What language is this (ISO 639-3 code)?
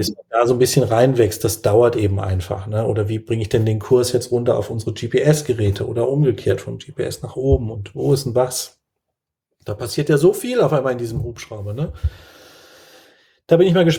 deu